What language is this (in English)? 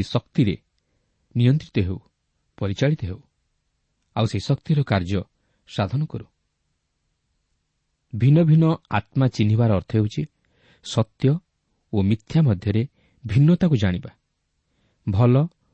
Odia